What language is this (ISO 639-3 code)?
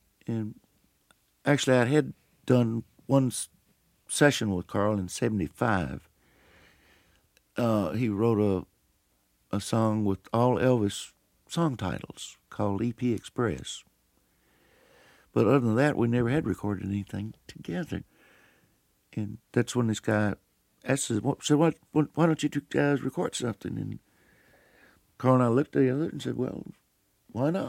eng